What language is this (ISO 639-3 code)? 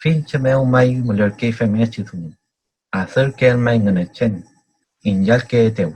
arn